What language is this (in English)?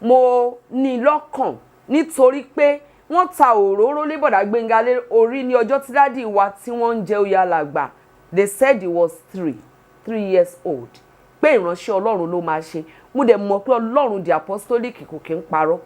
Yoruba